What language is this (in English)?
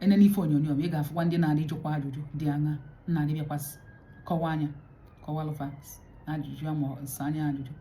Igbo